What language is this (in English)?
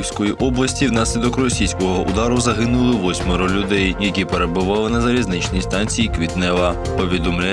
Ukrainian